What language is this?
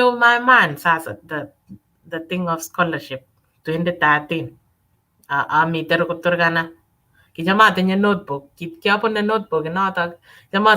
Kalenjin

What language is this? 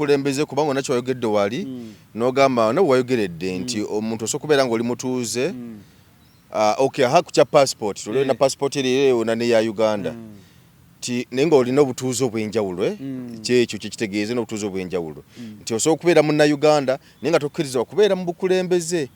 Ganda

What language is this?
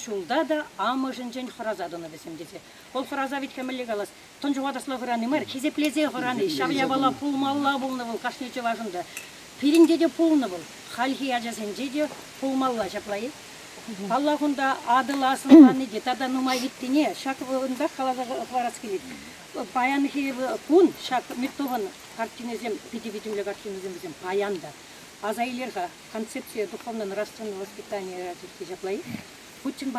Chuvash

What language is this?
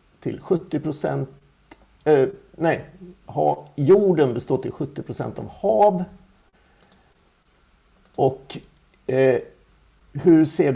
Swedish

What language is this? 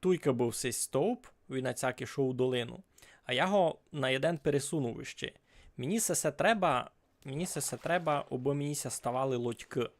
Rusyn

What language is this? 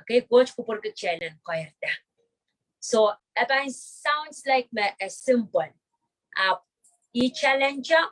Pohnpeian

